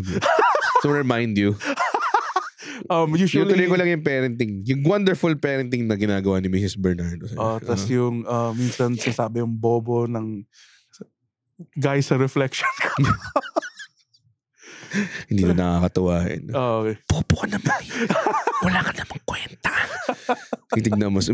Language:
Filipino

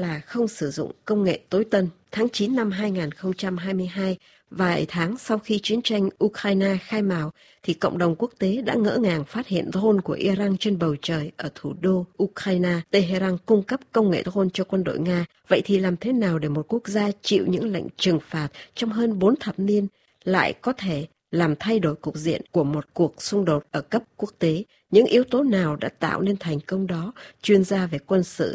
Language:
Vietnamese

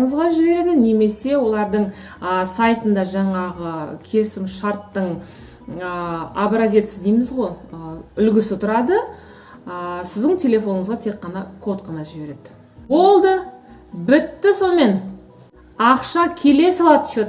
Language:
Kazakh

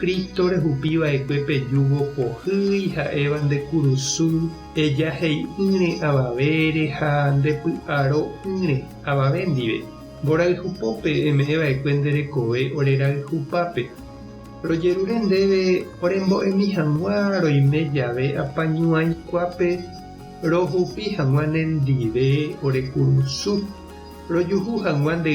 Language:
Guarani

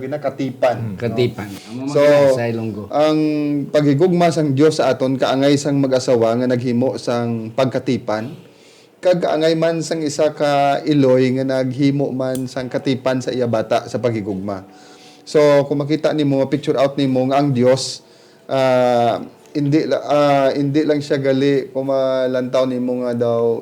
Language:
Hiligaynon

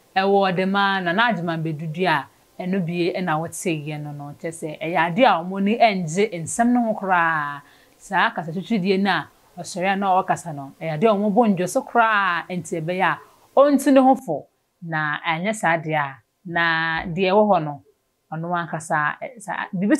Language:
Akan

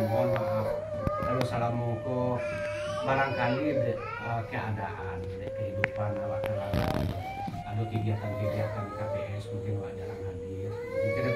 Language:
Minangkabau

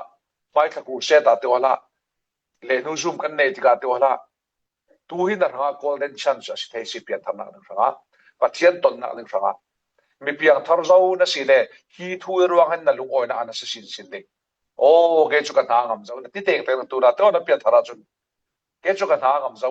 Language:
Falam Chin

